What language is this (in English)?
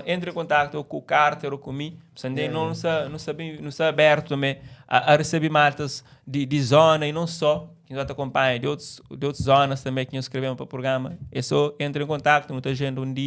Kabuverdianu